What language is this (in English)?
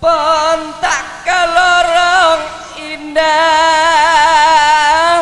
Madurese